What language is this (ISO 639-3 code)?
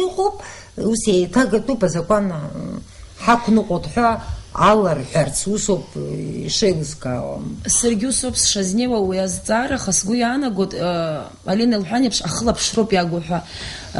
abk